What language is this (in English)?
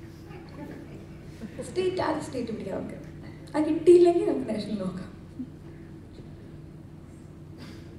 Malayalam